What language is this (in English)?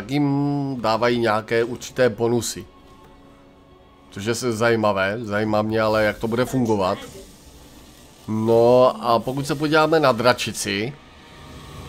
Czech